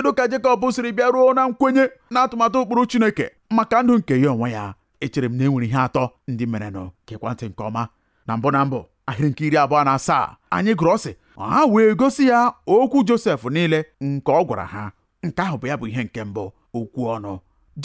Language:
Igbo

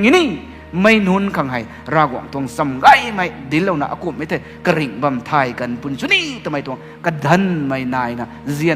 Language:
Rongmei Naga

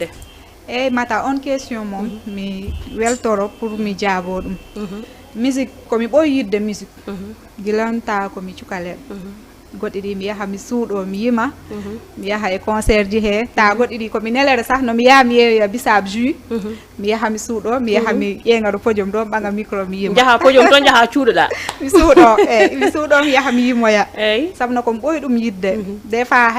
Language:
Fula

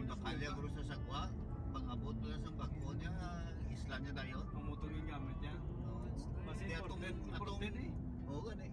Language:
Hiligaynon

